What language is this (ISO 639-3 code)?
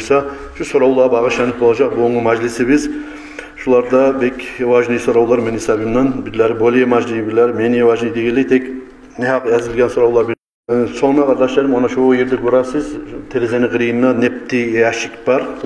kum